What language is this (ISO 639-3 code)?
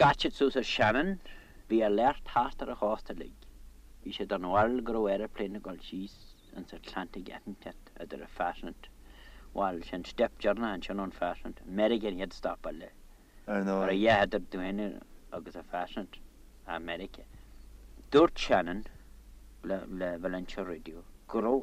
gle